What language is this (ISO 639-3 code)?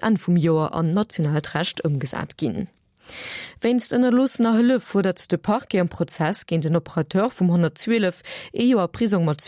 ltz